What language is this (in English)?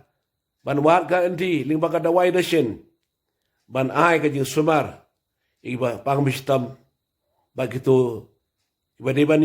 Khasi